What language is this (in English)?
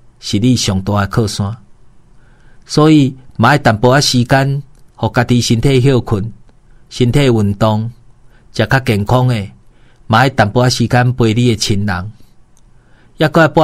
Min Nan Chinese